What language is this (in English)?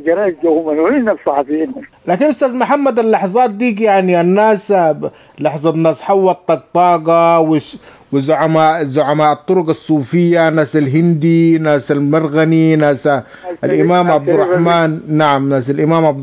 Sudanese Arabic